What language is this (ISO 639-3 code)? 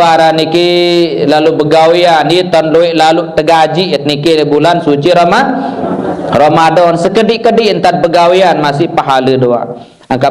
sas